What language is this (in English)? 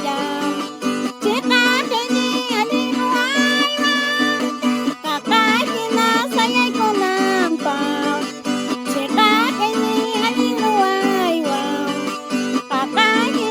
Quechua